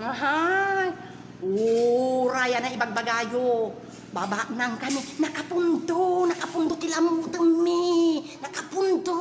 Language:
Iloko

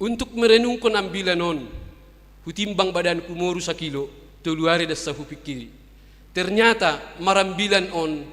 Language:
Batak Simalungun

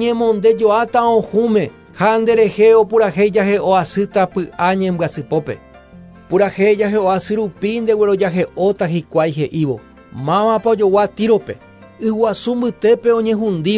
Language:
Guarani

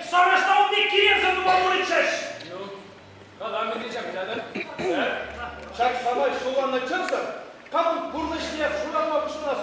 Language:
Chuvash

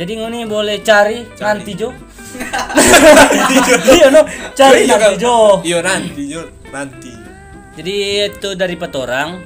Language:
Manado Malay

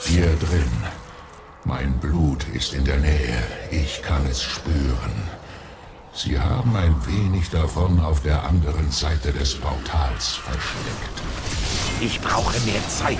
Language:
Swiss German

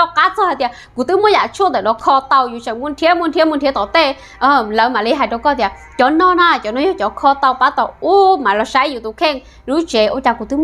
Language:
Hmong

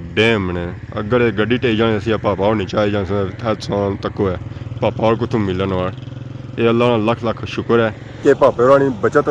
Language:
Pahari-Potwari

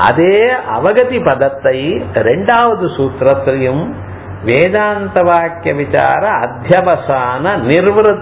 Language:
Tamil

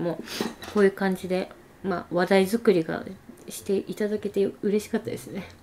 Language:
Japanese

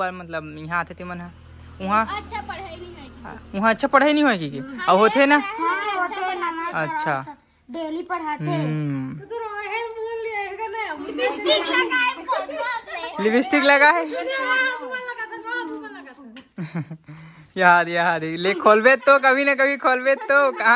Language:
Chhattisgarhi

